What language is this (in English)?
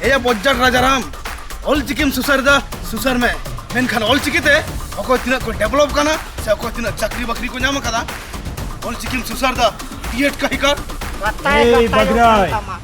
Santali